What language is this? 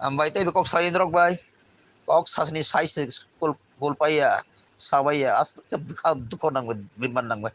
Kok Borok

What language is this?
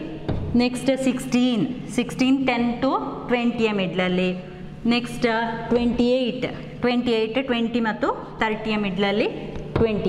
Kannada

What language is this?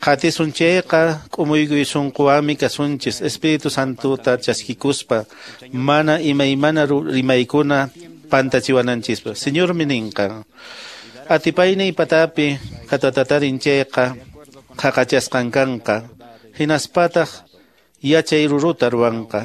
Quechua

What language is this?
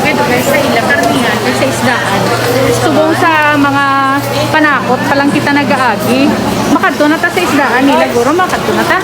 Hiligaynon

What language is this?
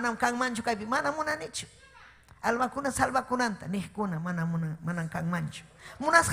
Ayacucho Quechua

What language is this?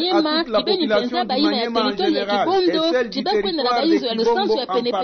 Kituba (Democratic Republic of Congo)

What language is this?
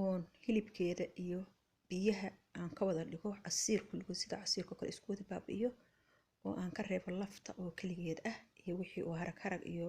Somali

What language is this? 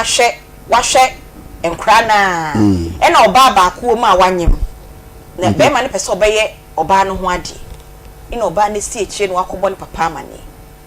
Akan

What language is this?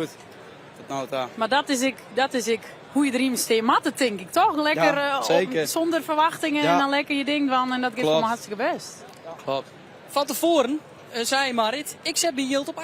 Western Frisian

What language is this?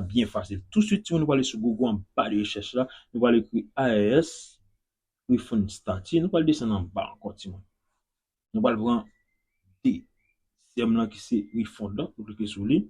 Haitian Creole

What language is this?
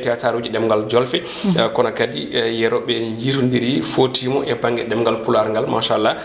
Fula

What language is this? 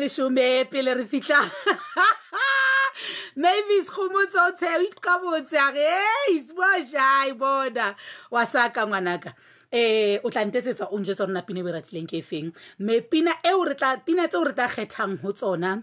Southern Sotho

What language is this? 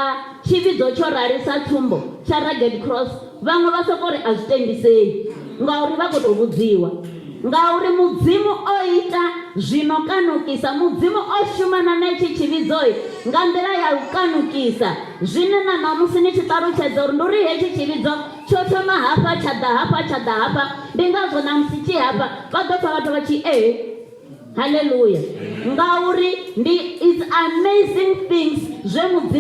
Venda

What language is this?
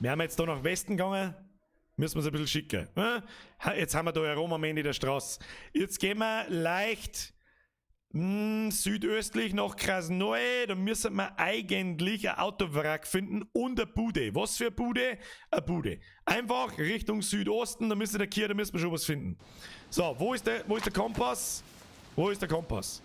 Bavarian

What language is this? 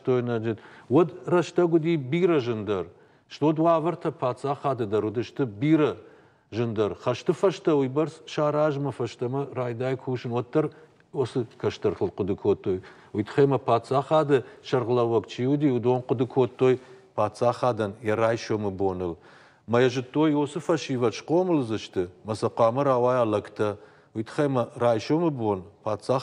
Ossetic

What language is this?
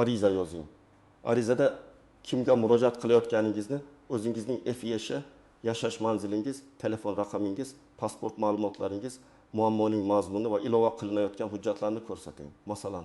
Uzbek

